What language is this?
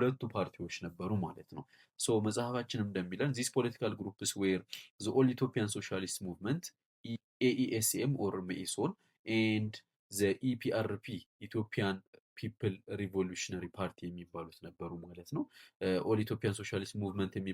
Amharic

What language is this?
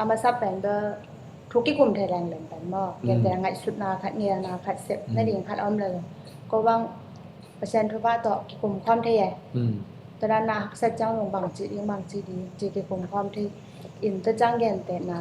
Tedim Chin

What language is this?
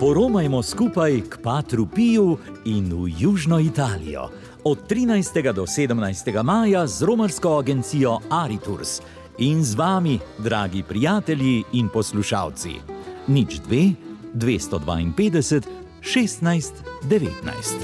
Slovenian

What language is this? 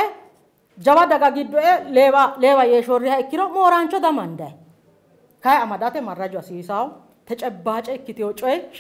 Sidamo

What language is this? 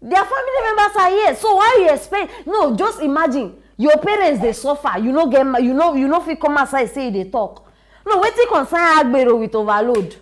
Nigerian Pidgin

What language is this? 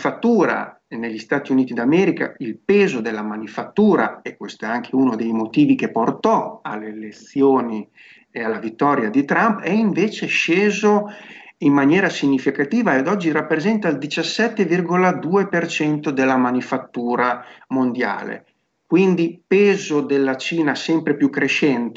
Italian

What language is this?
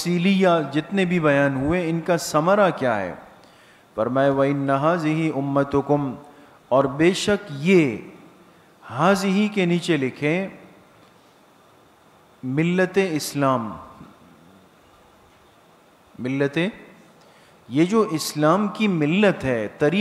Urdu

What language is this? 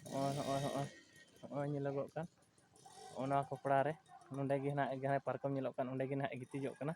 Santali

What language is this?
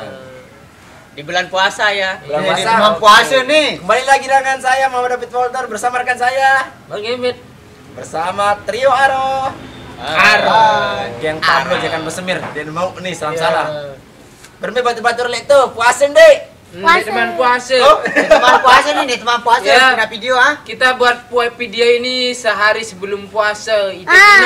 Sasak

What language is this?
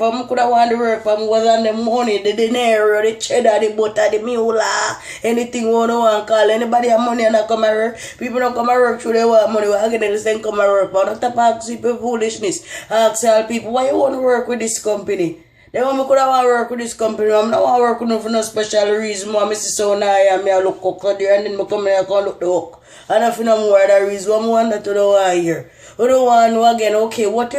Jamaican Creole English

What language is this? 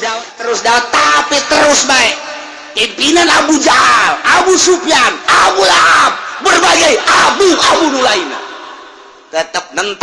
Sundanese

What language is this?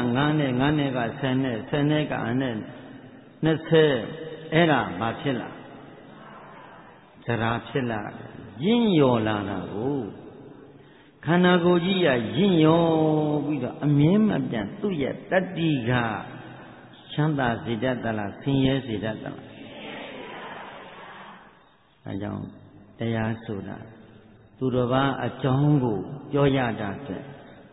Burmese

